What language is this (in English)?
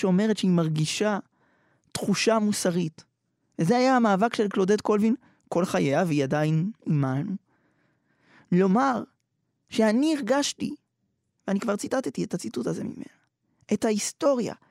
Hebrew